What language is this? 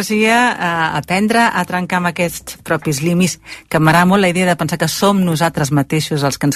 Catalan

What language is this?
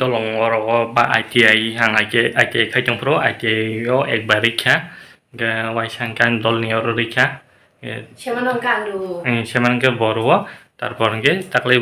Kok Borok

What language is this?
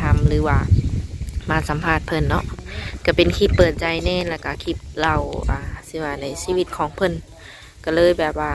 Lao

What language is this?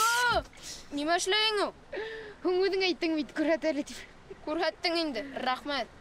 Bashkir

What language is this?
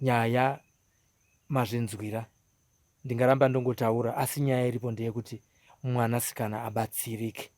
Shona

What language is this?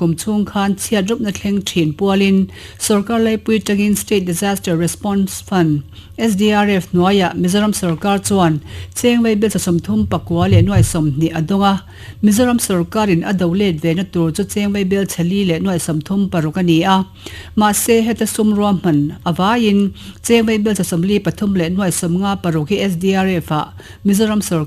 Mizo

